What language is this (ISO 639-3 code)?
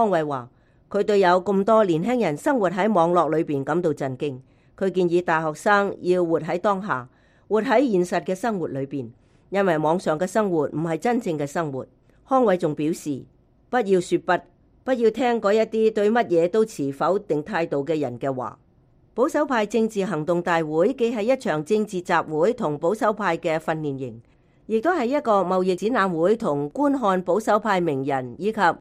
yue